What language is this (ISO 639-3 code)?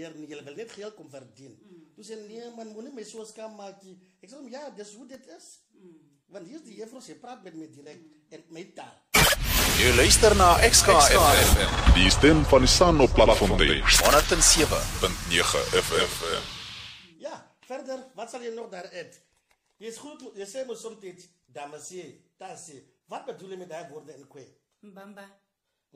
afr